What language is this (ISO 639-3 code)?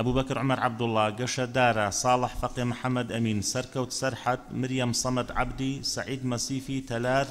ckb